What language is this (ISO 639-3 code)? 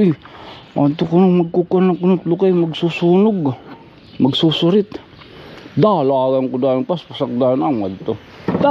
war